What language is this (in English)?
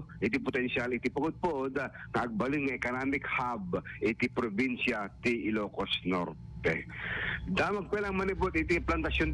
Iloko